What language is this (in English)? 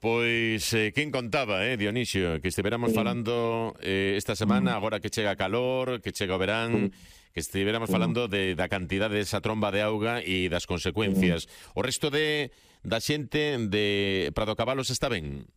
Galician